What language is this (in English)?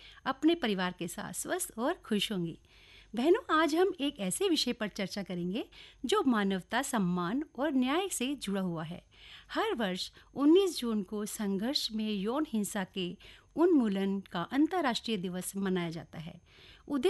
Hindi